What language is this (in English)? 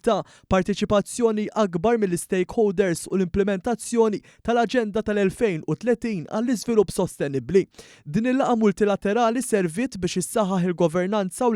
Maltese